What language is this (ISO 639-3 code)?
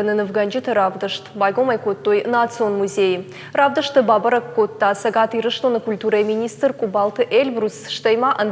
oss